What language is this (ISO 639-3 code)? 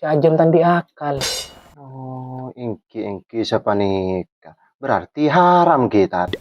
mad